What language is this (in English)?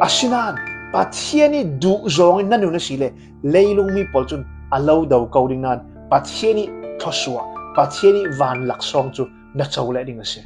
Falam Chin